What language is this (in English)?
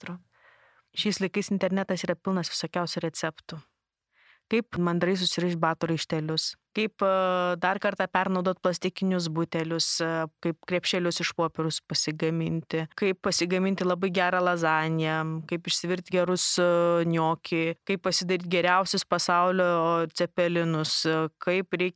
Lithuanian